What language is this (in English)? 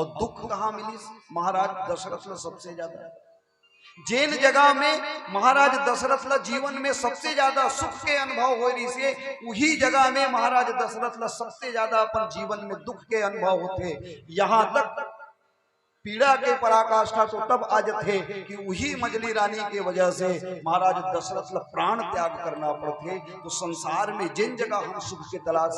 Chhattisgarhi